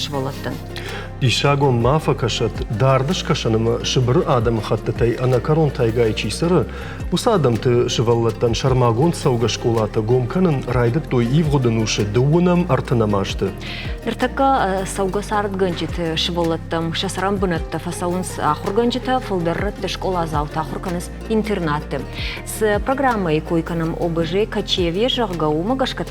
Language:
Ossetic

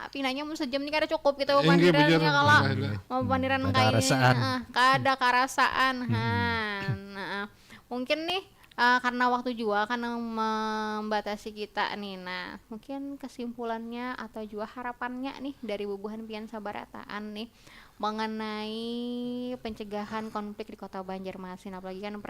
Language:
Banjar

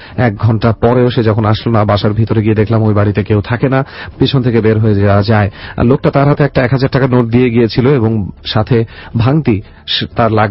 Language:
Bangla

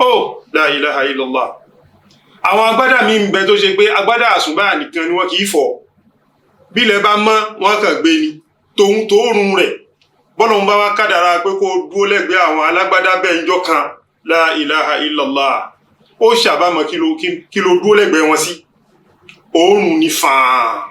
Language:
Yoruba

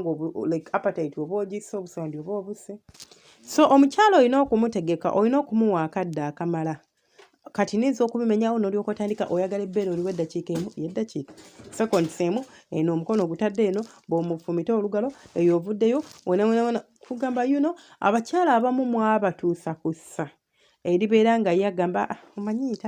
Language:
Ganda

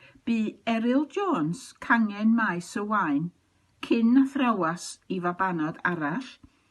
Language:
Welsh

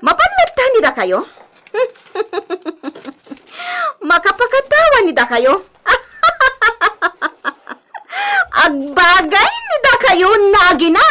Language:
Iloko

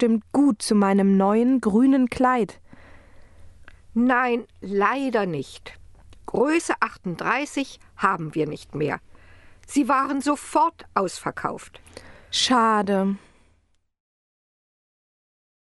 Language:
German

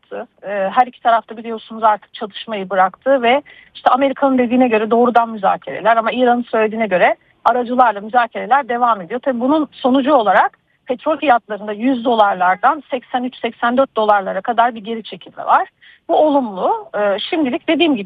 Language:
Turkish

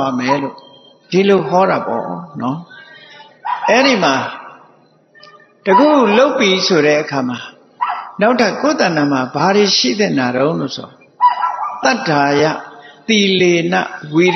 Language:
Burmese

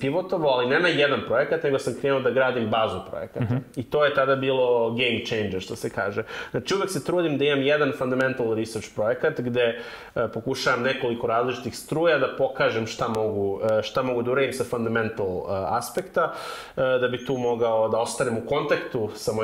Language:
Serbian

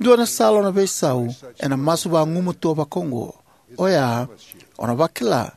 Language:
Fijian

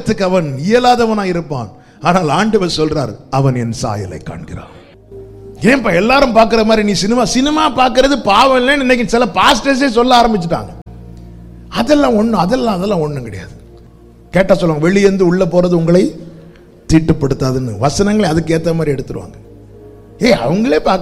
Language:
Tamil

